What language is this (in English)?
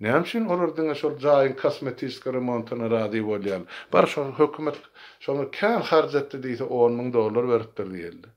Turkmen